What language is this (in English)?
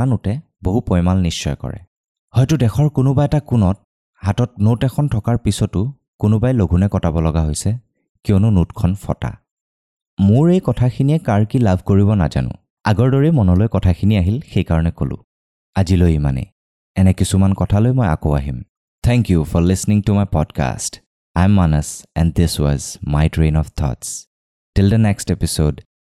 Assamese